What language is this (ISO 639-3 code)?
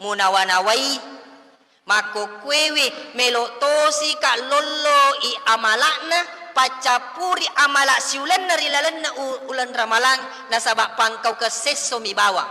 bug